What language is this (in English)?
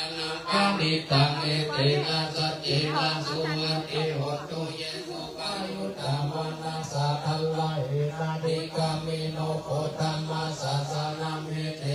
Pali